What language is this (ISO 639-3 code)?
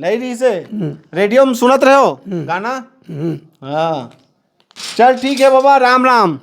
hne